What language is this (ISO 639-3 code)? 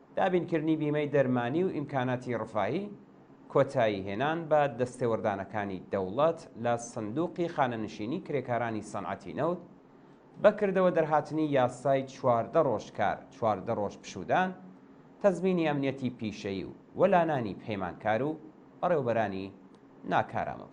ckb